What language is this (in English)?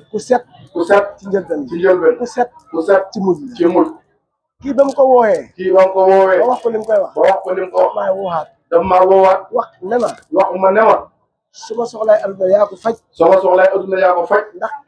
Wolof